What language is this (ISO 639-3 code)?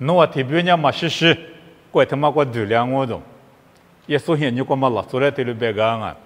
lis